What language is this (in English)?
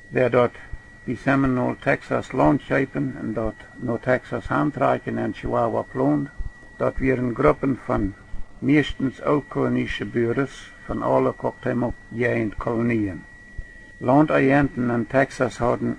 Plautdietsch